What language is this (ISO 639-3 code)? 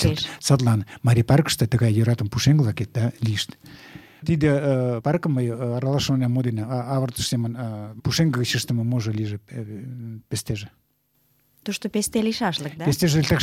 chm